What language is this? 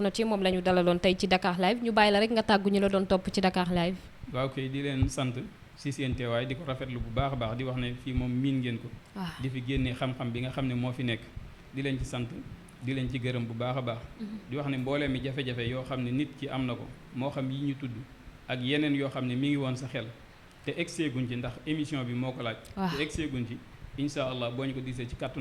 Wolof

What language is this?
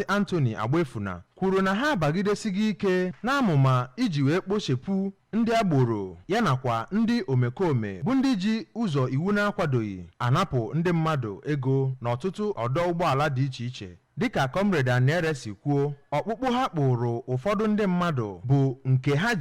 Igbo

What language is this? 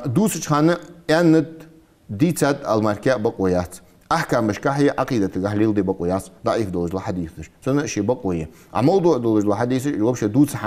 Ingush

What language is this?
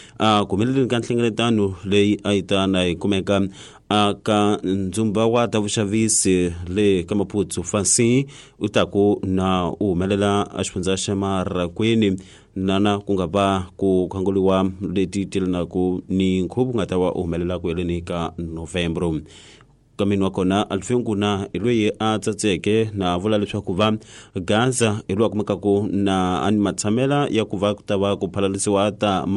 Tsonga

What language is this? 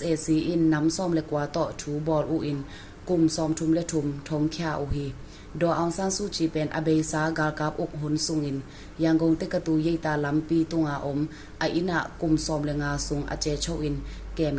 Tedim Chin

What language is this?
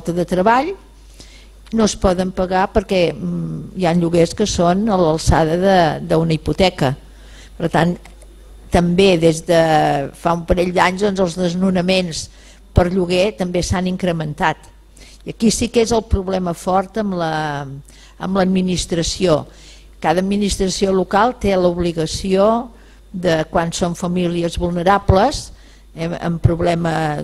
Catalan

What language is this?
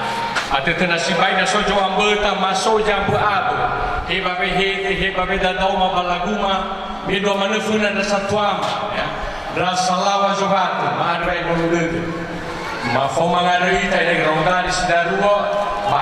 Nias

